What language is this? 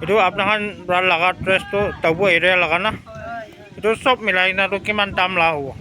Naga Pidgin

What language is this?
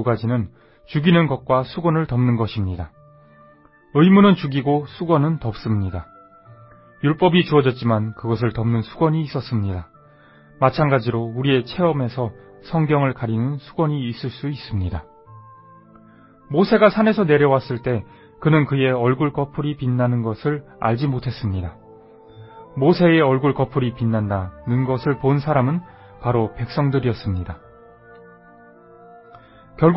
Korean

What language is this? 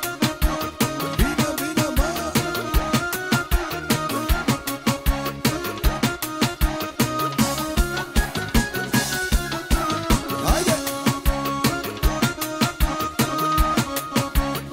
Romanian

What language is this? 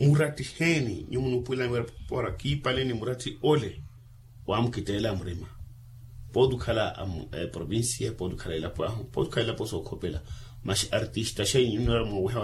Makhuwa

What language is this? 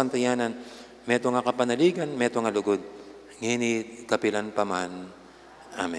Pampanga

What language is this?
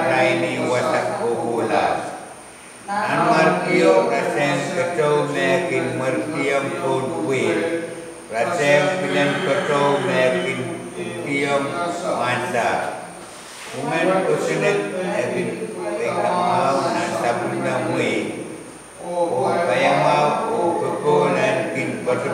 Pohnpeian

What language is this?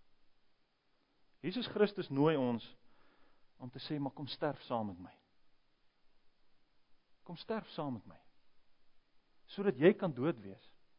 Afrikaans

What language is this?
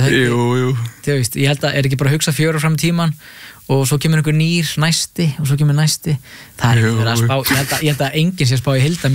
Icelandic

